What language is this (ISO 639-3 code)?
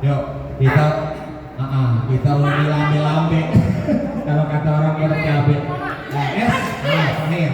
bew